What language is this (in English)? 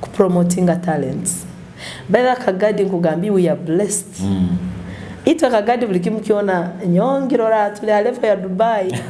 Nyoro